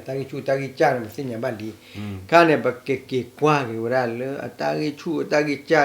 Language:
S'gaw Karen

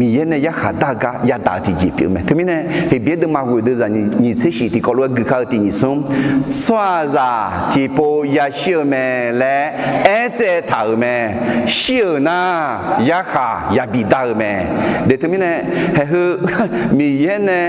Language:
Akha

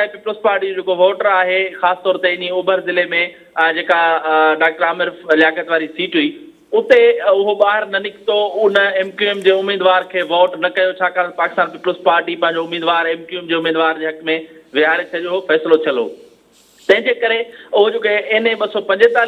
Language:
Sindhi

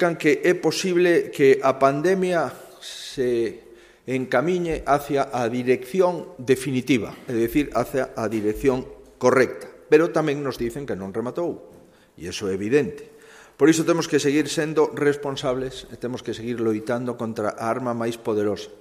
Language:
Galician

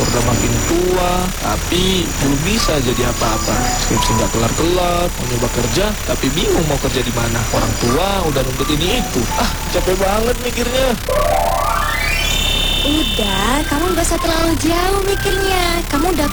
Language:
Indonesian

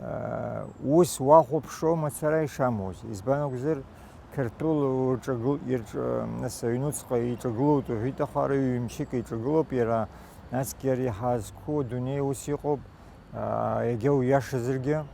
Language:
Abkhazian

